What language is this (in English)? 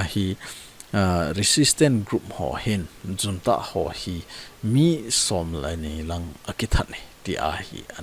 Thado Chin